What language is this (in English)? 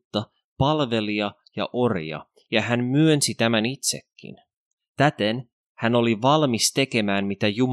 Finnish